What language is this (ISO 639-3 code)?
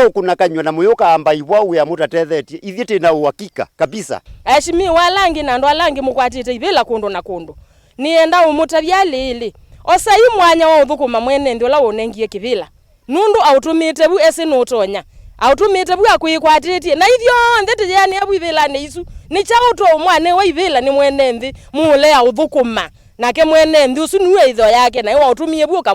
kam